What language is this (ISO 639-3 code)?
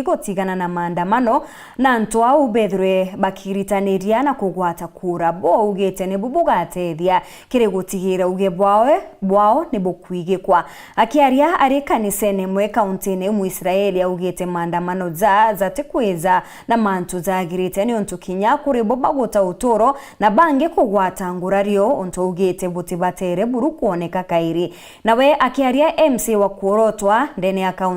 mer